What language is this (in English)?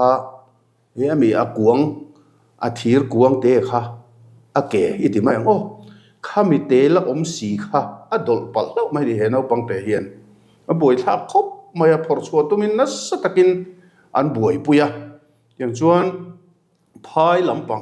Mizo